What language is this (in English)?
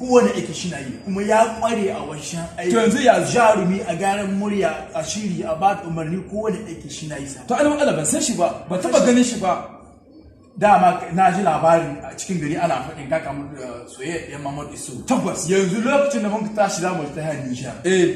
Hausa